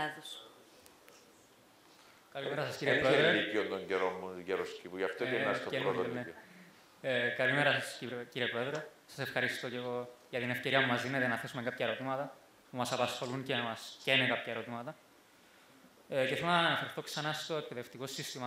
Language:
Greek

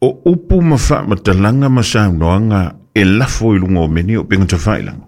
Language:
Samoan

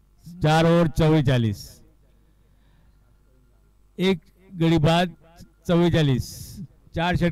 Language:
Marathi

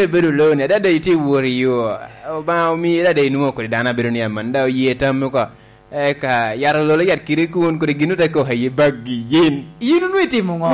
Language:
Lango (Uganda)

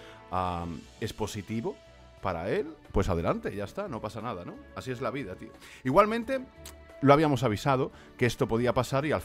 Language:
Spanish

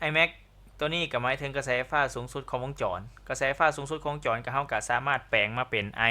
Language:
Lao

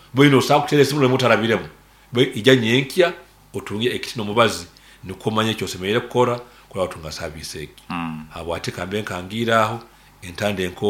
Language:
Nyankole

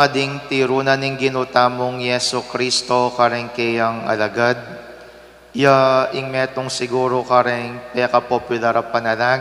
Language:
Pampanga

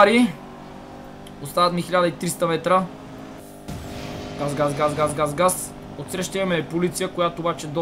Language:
Bulgarian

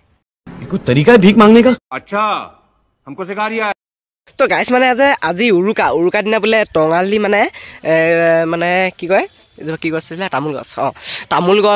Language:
Assamese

